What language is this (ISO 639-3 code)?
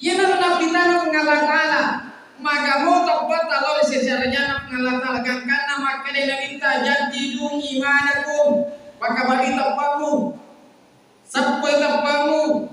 bug